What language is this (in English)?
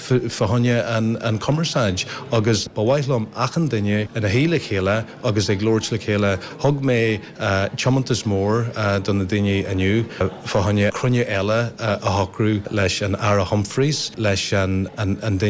Irish